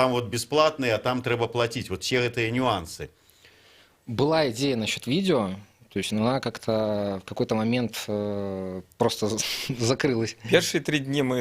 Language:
Belarusian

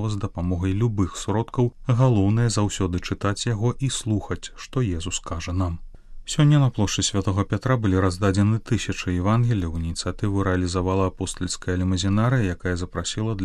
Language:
Belarusian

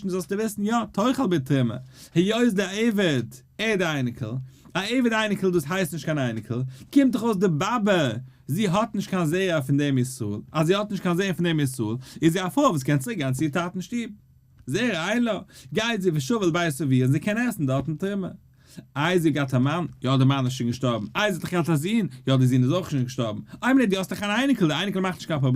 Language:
Yiddish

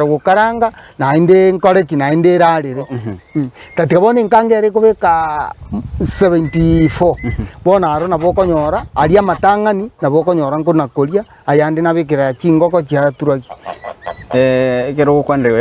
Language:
Gusii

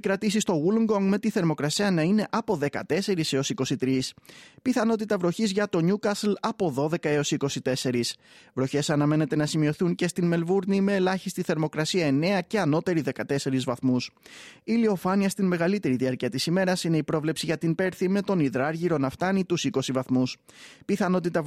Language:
Greek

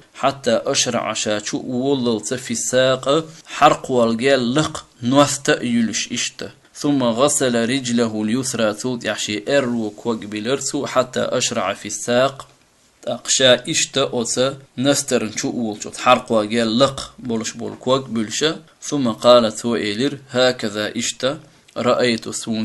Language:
Chechen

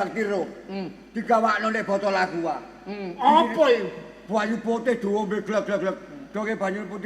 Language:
Javanese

